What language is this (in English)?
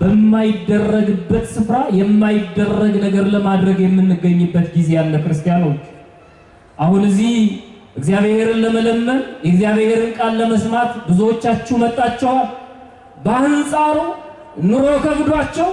Amharic